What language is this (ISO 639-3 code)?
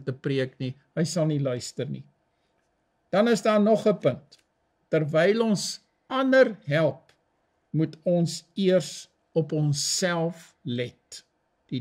afr